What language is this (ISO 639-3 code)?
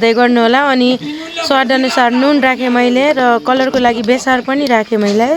nep